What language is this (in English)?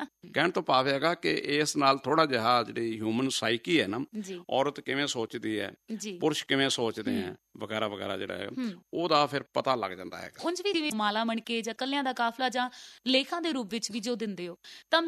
Punjabi